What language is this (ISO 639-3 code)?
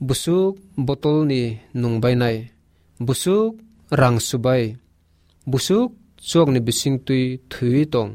trp